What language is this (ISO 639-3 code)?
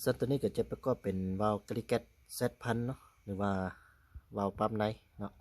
lao